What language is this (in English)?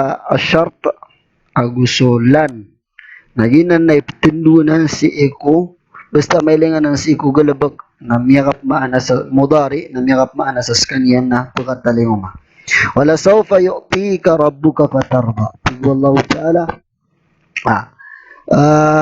Maranao